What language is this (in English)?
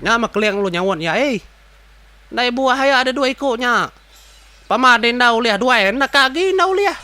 Iban